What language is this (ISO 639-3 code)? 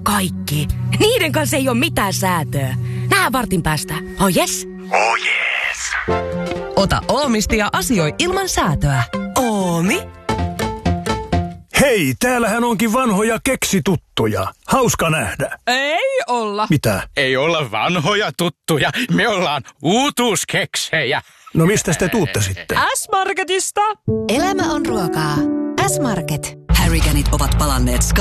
fin